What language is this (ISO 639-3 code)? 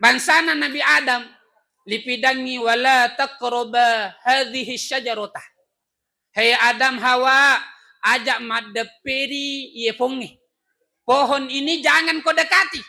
bug